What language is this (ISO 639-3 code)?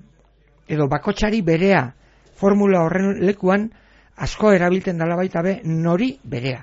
eus